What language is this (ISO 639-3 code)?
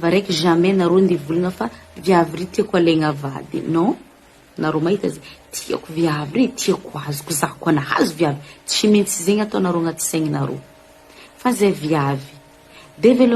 mlg